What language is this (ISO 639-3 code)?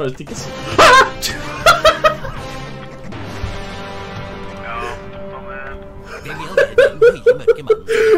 nor